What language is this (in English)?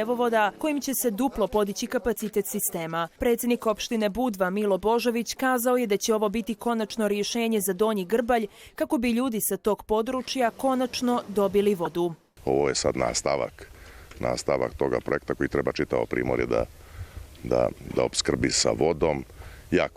Bosnian